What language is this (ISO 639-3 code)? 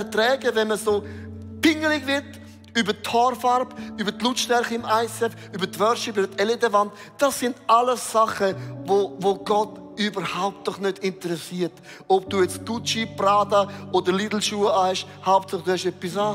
gsw